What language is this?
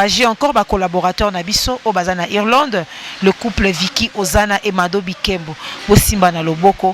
Lingala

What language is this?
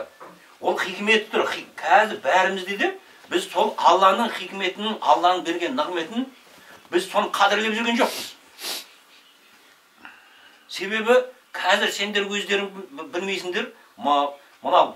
Kazakh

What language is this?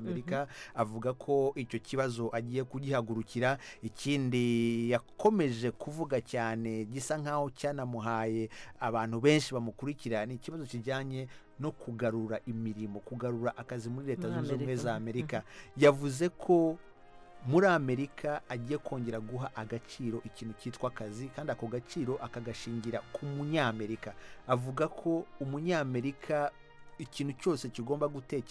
Kinyarwanda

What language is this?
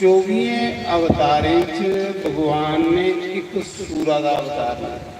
Dogri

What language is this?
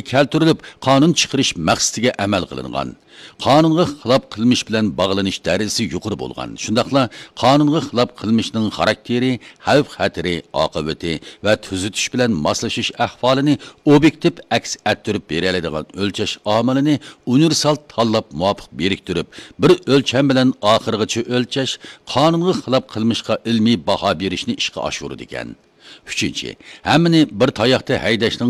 Uyghur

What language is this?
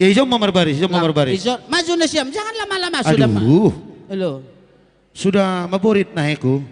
Batak Simalungun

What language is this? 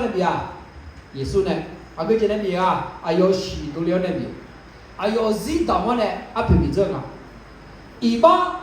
Akha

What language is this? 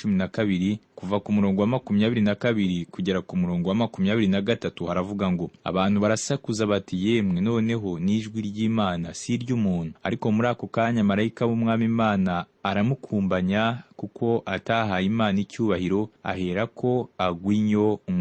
Kinyarwanda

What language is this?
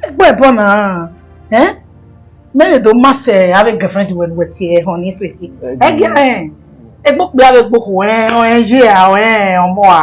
Bini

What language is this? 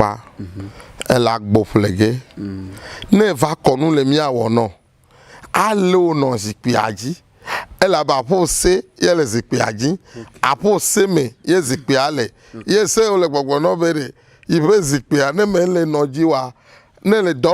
Ewe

